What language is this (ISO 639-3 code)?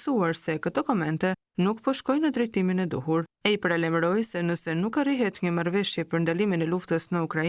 sqi